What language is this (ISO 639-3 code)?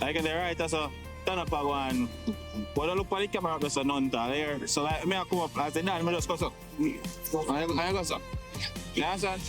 jam